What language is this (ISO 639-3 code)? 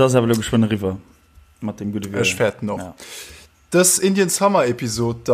ltz